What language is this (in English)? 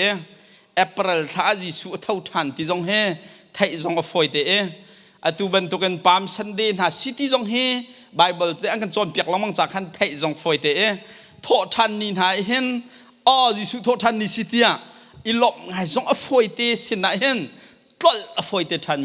Hakha Chin